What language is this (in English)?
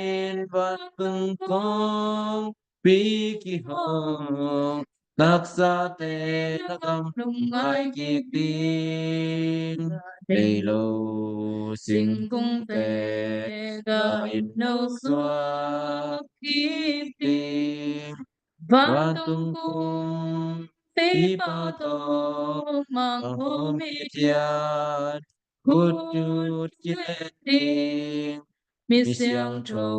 Tedim Chin